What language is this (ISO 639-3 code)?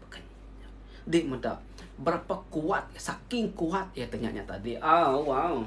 iba